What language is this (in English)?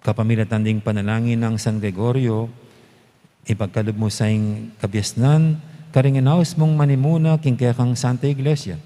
Pampanga